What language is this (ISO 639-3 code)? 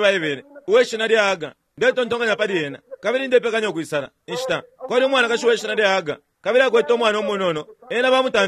bem